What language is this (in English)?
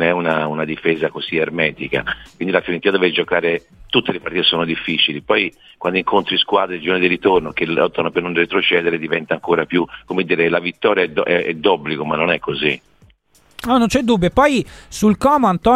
Italian